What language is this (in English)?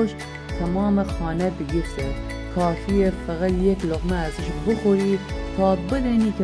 Gilaki